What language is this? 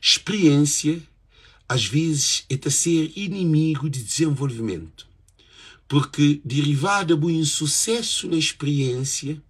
Kabuverdianu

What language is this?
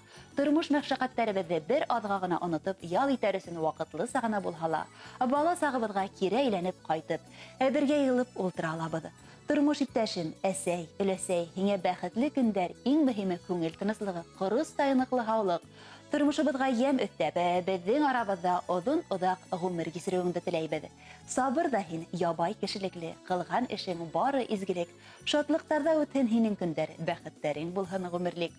Bashkir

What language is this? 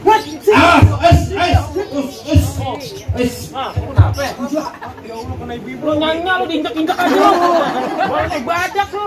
Betawi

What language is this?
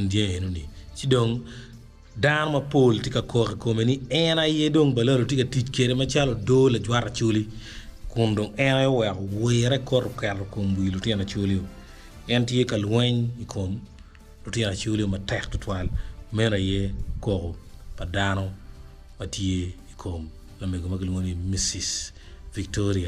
Acoli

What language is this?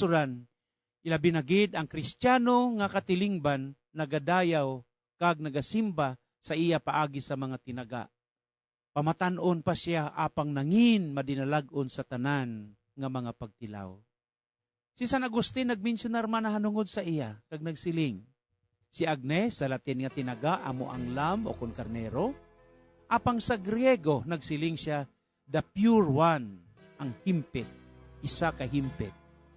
Hiligaynon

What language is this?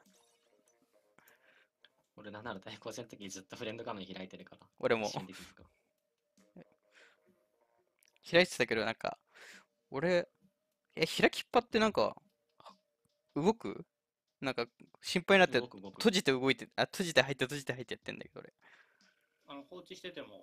Japanese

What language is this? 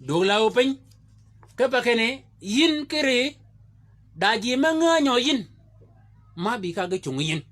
Shilluk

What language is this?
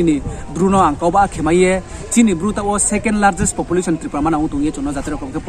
Riang (India)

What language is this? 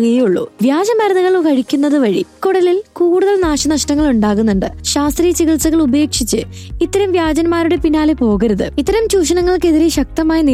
Malayalam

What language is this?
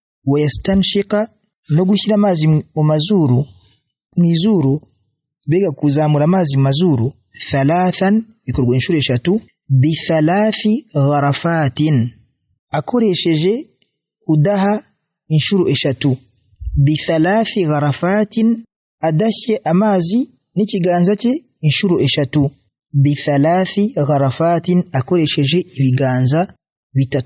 Kinyarwanda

